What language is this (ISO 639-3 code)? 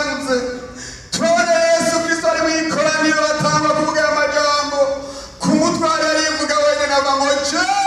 run